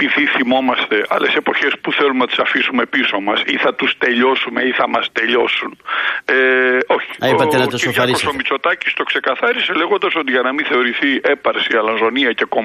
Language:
Greek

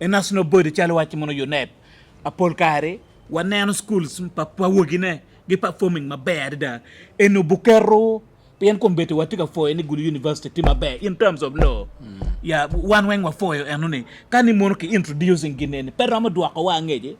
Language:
Acoli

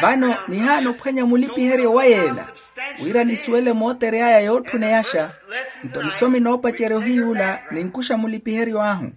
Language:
Makhuwa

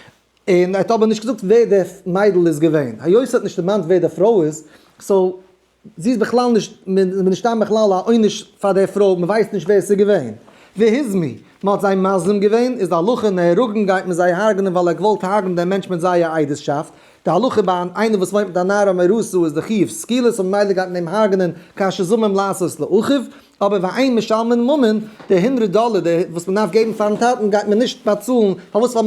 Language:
Yiddish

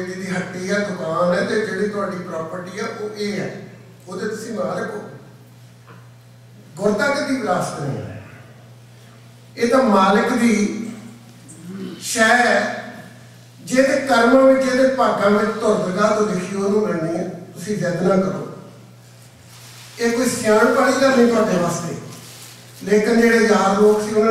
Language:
Punjabi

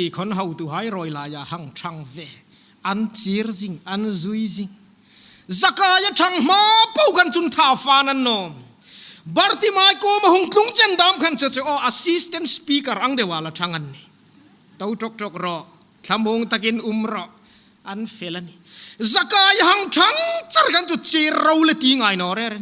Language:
Hmar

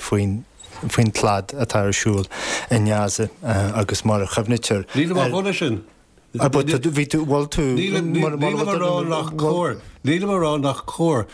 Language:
Irish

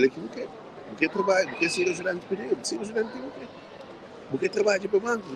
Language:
Kabuverdianu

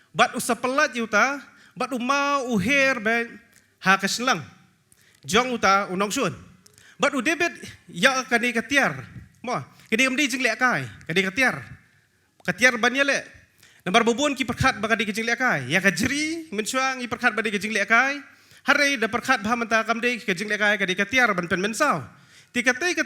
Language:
Khasi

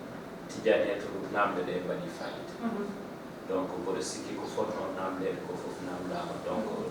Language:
Fula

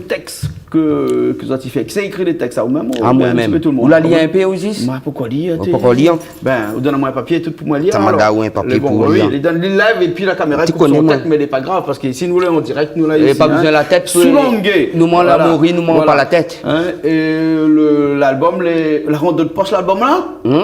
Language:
Réunion Creole French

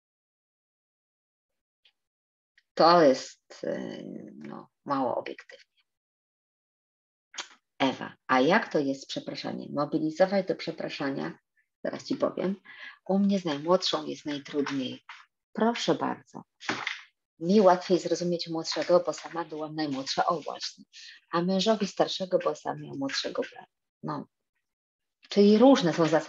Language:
Polish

